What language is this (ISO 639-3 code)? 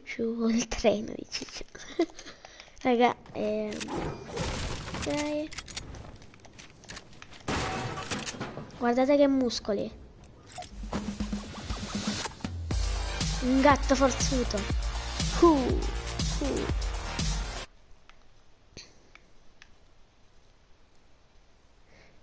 ita